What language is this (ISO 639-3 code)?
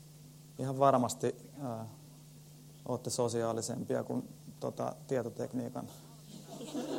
fin